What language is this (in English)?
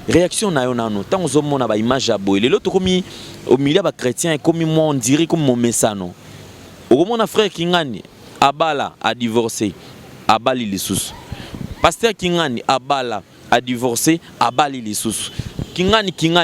Lingala